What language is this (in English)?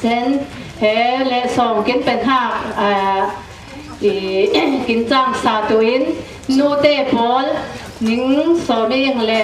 Falam Chin